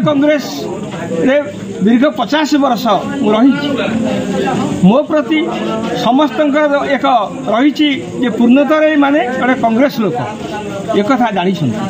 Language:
Odia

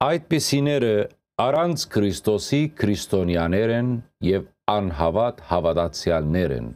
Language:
Western Armenian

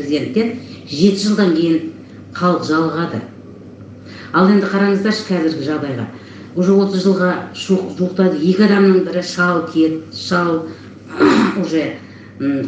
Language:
Kazakh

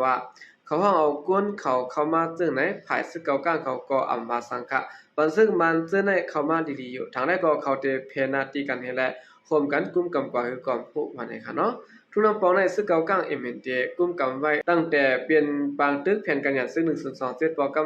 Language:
Shan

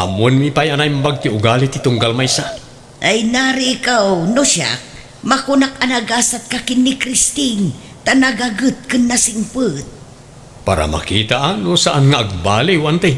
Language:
Iloko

